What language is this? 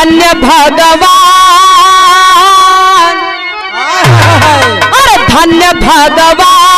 Bhojpuri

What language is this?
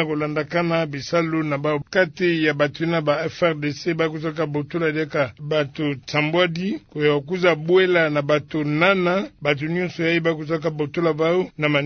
Kituba (Democratic Republic of Congo)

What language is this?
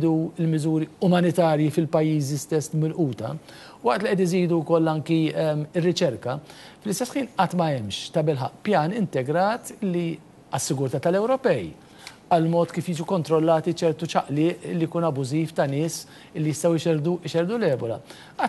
Maltese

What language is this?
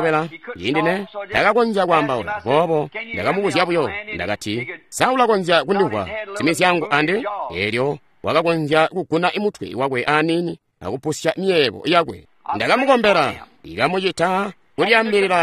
Tonga (Zambia)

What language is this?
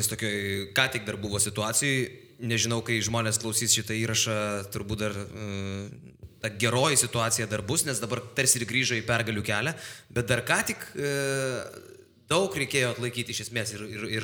Lithuanian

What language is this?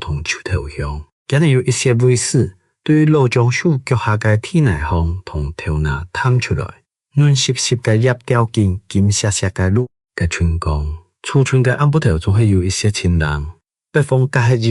Hakka Chinese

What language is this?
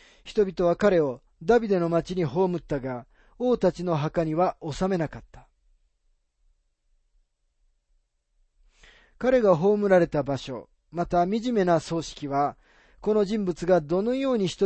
Japanese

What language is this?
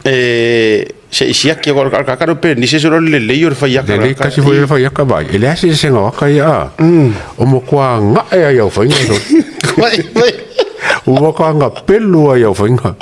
Samoan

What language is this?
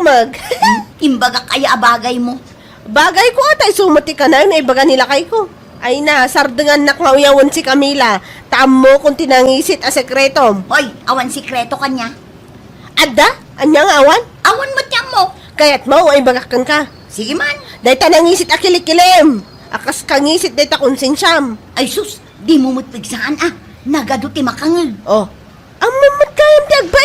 Iloko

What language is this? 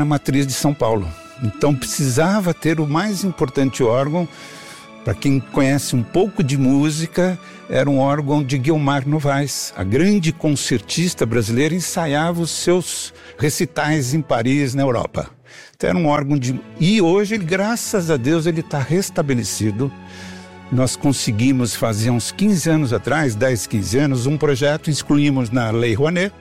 Portuguese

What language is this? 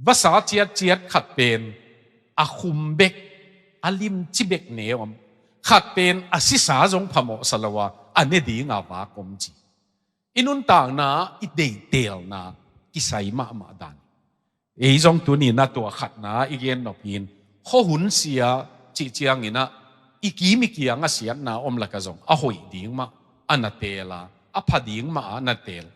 Tedim Chin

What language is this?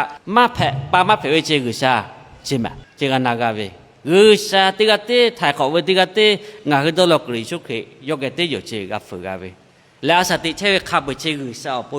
Lahu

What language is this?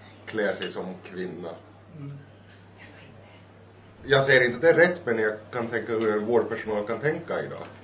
Swedish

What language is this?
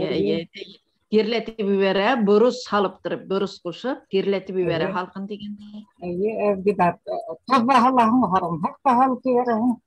Bashkir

